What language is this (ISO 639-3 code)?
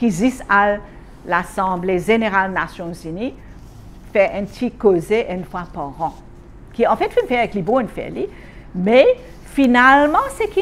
mfe